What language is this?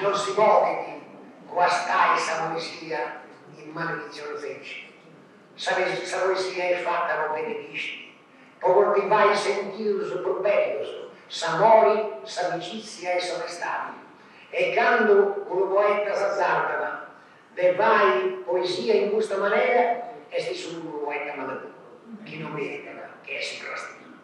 Sardinian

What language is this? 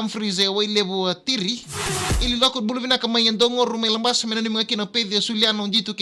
Fijian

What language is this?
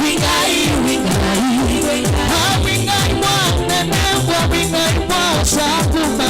Kamba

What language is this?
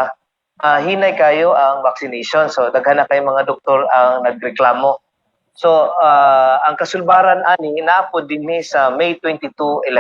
Cebuano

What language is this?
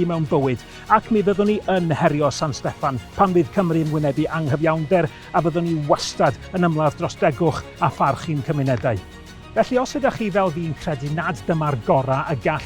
Welsh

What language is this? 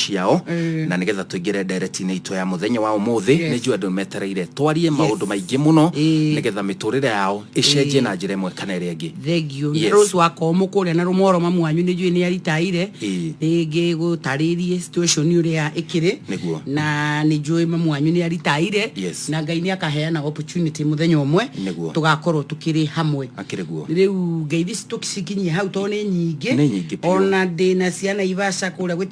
Kikuyu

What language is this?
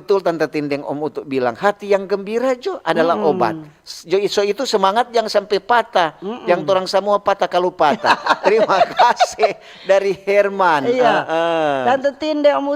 Manado Malay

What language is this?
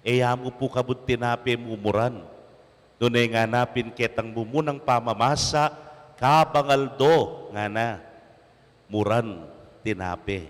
Pampanga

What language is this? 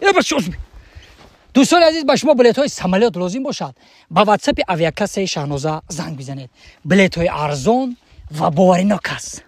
Tajik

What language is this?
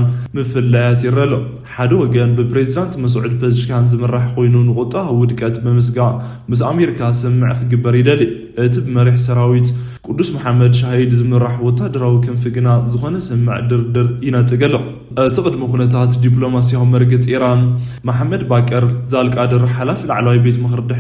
Tigrinya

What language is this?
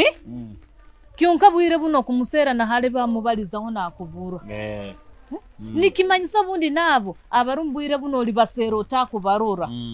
Nyoro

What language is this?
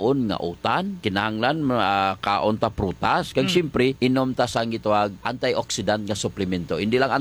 Hiligaynon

